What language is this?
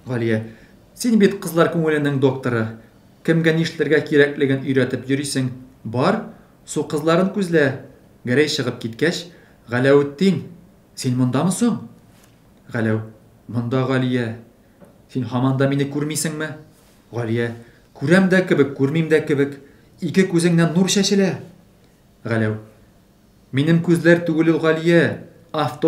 Tatar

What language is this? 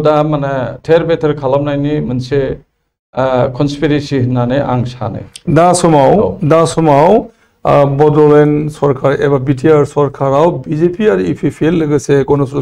Bodo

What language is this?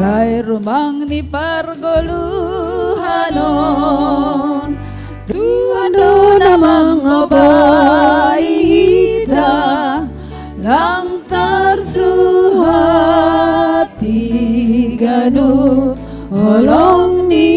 Batak Simalungun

